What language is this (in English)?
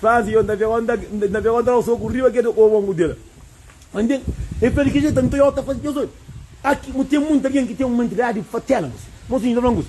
Kabuverdianu